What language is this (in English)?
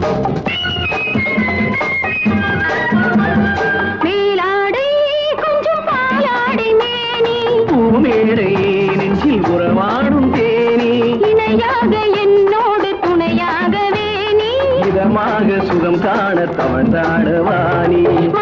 Tamil